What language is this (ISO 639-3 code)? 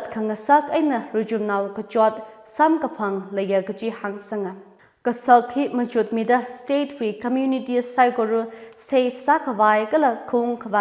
nmf